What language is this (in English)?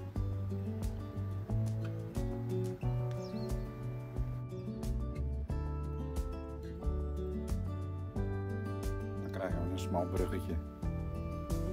Dutch